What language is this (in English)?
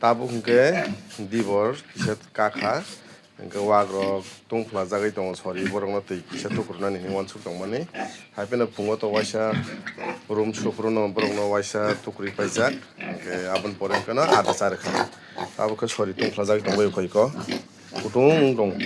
Kok Borok